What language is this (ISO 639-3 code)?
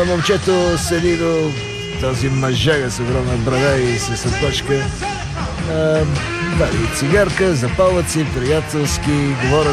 bul